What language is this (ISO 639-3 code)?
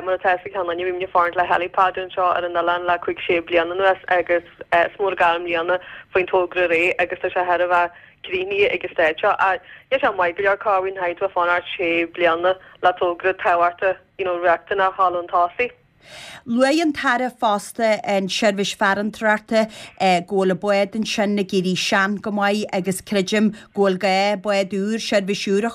gle